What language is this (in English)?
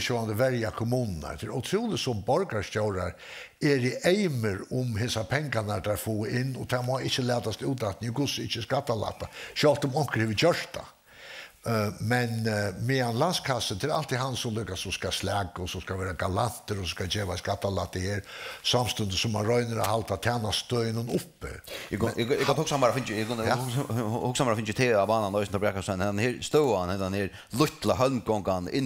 Faroese